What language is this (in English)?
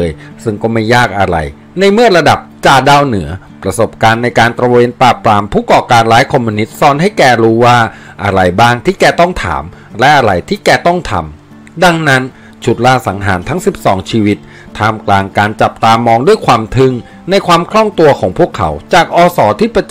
Thai